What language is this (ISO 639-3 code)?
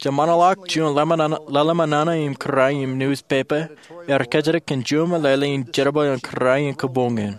mah